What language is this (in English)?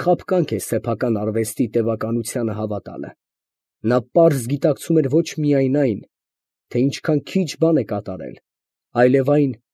Armenian